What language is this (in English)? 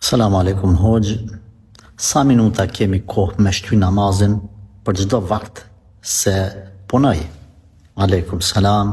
Albanian